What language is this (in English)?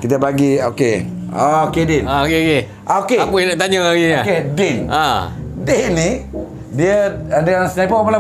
Malay